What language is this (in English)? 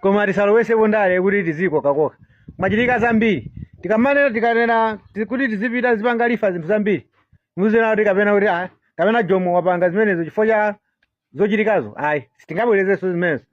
Nyanja